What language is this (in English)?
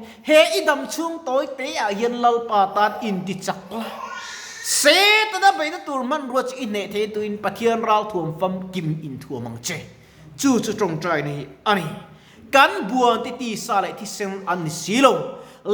Mizo